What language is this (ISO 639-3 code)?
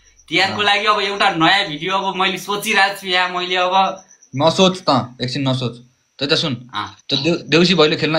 nep